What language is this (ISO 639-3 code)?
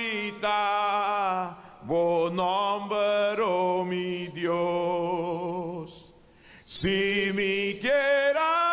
pap